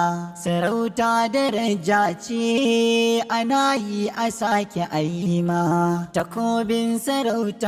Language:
Hausa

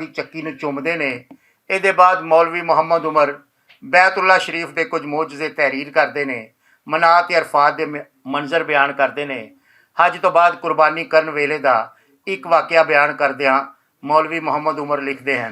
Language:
Western Panjabi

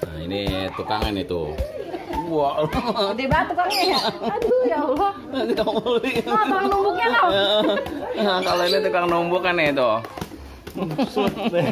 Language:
Betawi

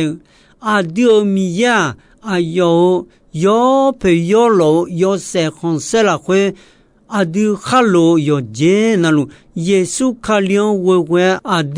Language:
Akha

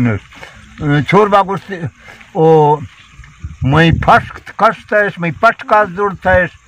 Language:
Baluchi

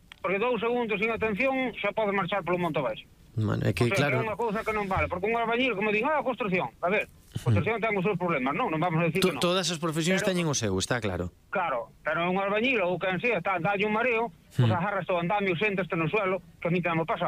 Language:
Galician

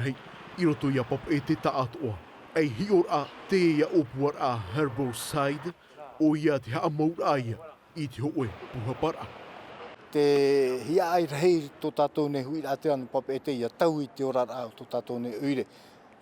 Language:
Tahitian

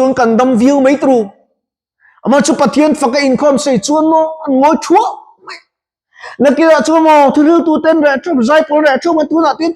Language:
Mizo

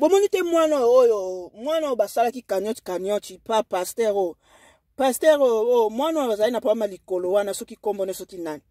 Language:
Lingala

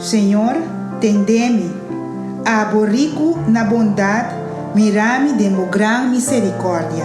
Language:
Papiamento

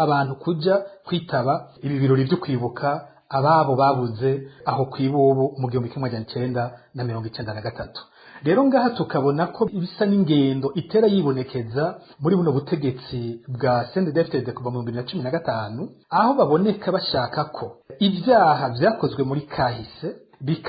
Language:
Rundi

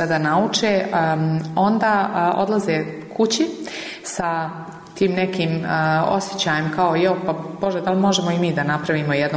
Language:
Bosnian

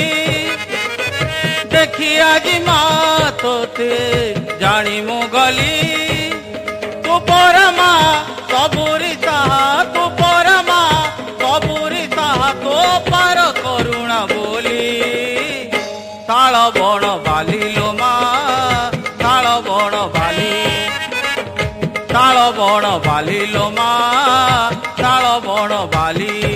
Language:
Odia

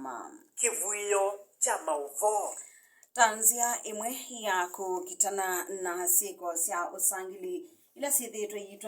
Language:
Kamba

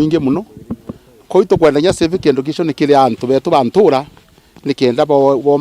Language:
Meru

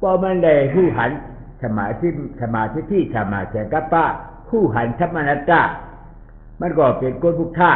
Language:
Shan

